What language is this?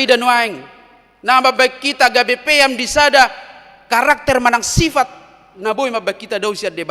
Batak Toba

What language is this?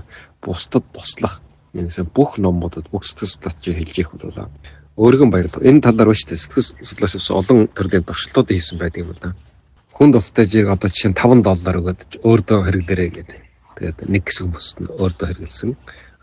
Mongolian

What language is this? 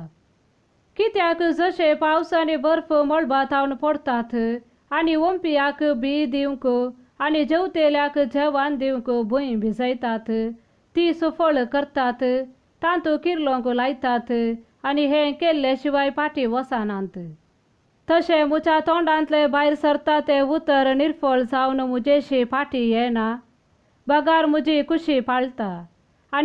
Konkani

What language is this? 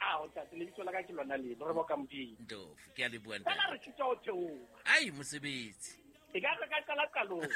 Southern Sotho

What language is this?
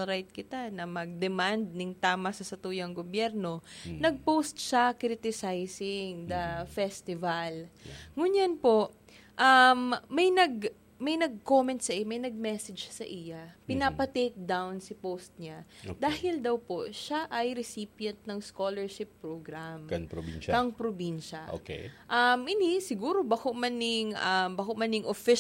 Bikol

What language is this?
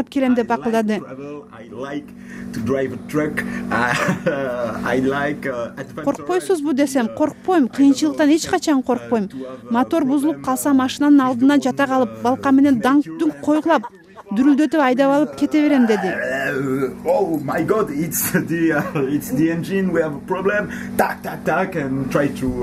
Kyrgyz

